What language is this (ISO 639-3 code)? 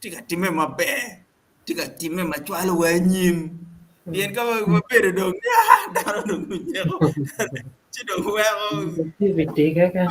ach